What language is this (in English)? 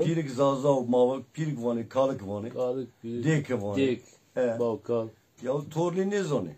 Zaza